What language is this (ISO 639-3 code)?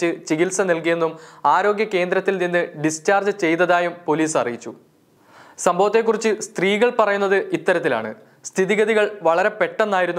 mal